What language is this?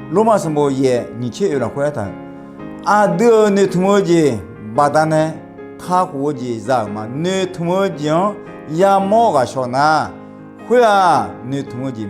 Akha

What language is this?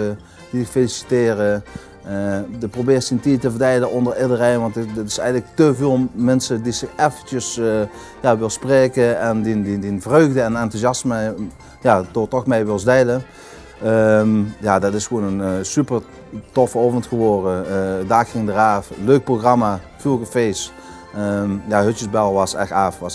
Limburgish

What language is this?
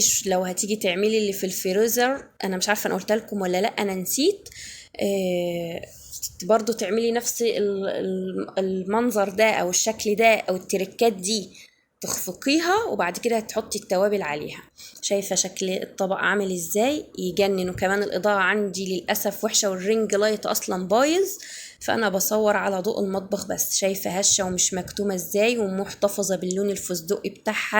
Egyptian Arabic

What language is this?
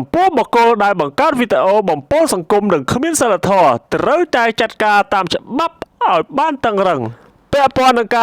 Khmer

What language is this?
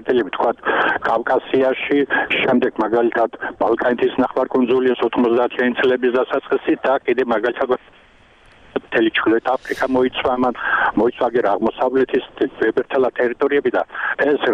Georgian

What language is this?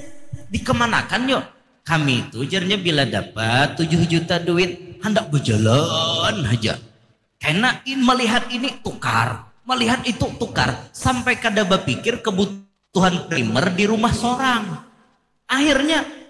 Banjar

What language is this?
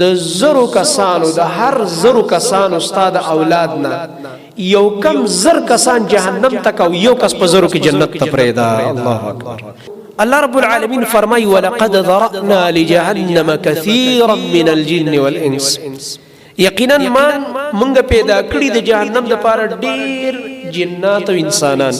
Pashto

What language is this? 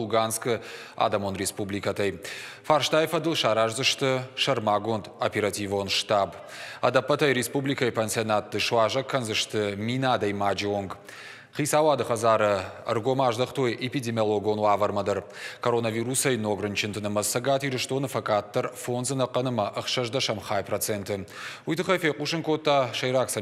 Ossetic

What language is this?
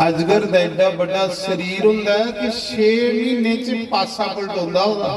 Dogri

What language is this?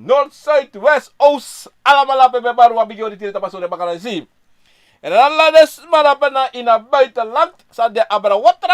Sranan Tongo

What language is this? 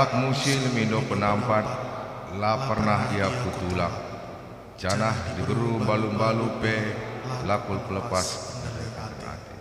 Batak Karo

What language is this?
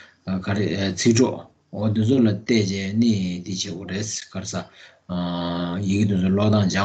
Tibetan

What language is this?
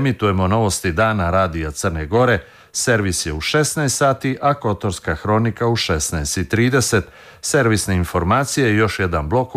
Serbian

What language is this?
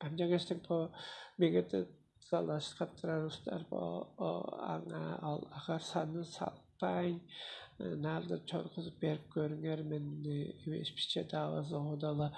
Tuvinian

